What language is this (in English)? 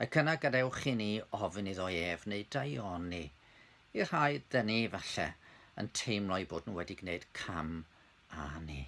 Welsh